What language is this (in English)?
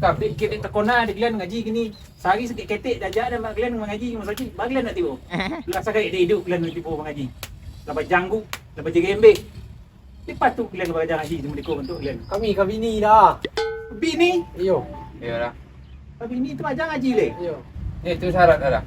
Minangkabau